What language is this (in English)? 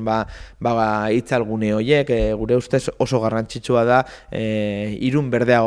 Basque